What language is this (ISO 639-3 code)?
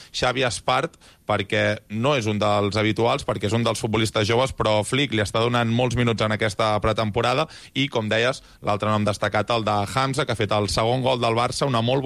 cat